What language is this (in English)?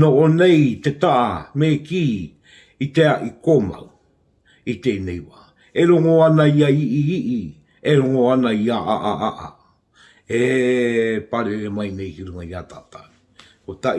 Māori